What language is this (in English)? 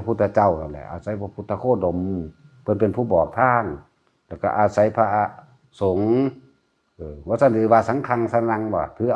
Northeastern Thai